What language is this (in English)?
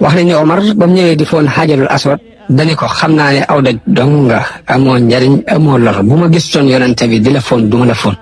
Wolof